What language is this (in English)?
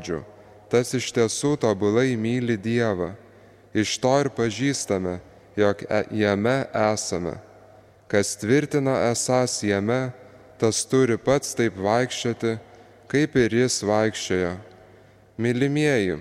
Lithuanian